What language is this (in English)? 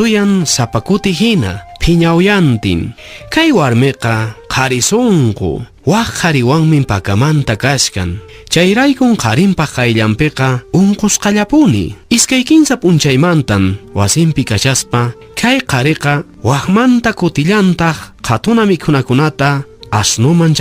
Quechua